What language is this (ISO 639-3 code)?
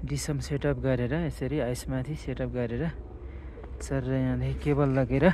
nep